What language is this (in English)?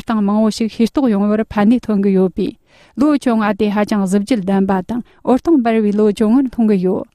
Tibetan